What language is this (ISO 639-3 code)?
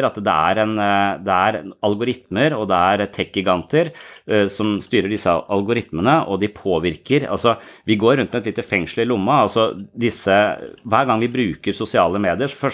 nor